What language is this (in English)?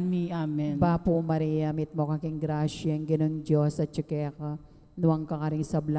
Pampanga